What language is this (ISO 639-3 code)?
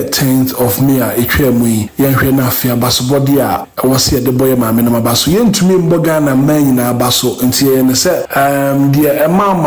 aka